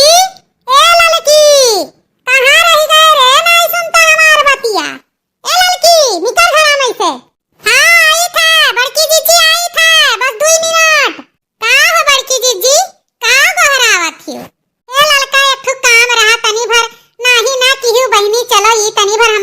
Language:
Awadhi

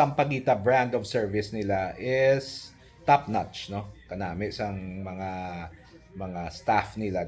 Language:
Hiligaynon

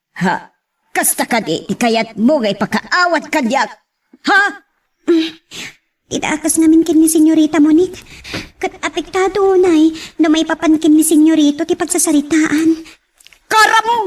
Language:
Iloko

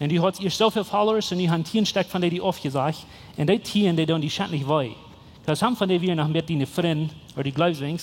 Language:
Plautdietsch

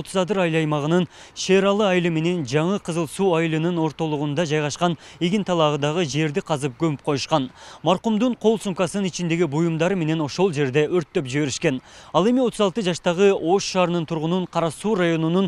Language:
Kyrgyz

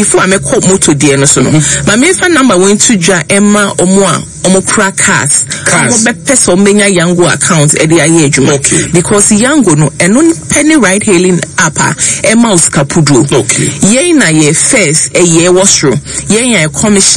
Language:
Akan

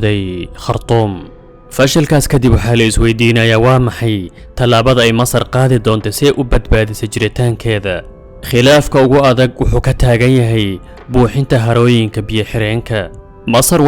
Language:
Somali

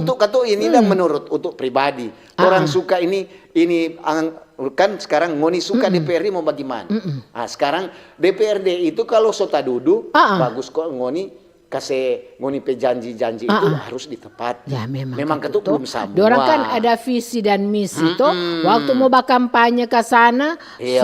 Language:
Manado Malay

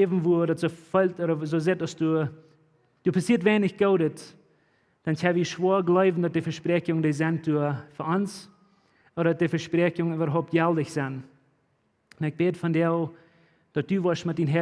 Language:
Plautdietsch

